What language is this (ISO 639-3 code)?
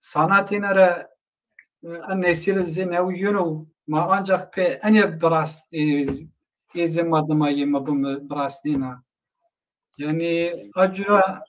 zza